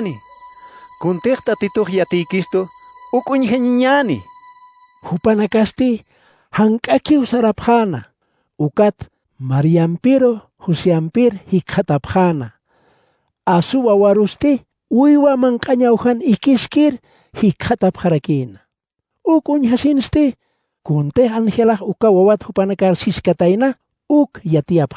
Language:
Aymara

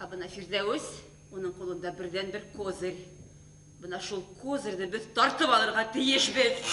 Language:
Bashkir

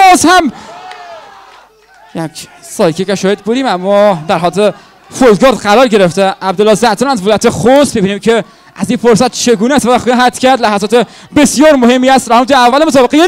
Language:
Persian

